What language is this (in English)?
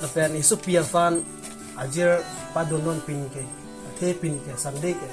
Karbi